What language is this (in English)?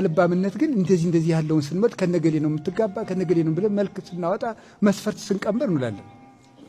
Amharic